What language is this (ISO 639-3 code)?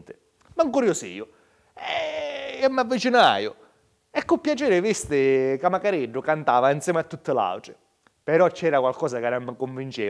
scn